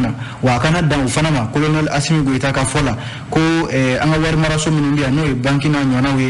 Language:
Bambara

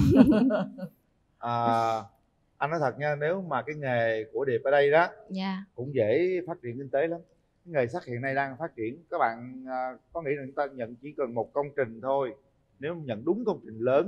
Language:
Vietnamese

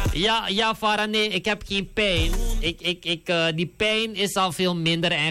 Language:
Dutch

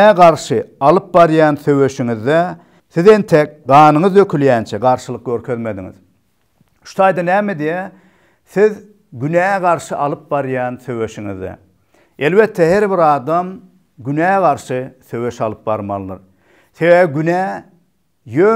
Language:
Turkmen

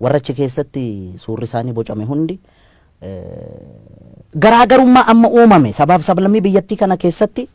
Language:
Oromo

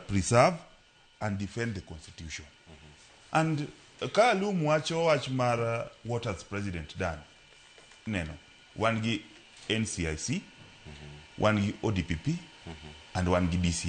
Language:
Luo (Kenya and Tanzania)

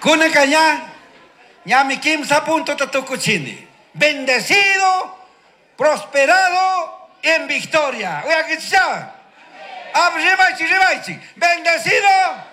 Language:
Chimborazo Highland Quichua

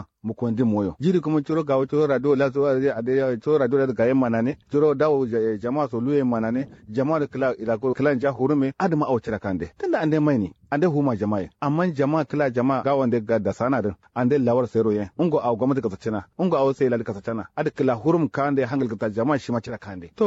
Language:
Kanuri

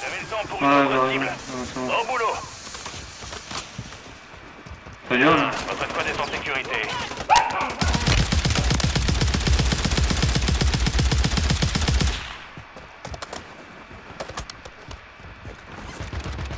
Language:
French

